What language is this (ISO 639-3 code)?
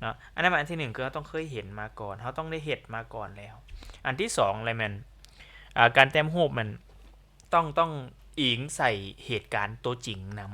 lao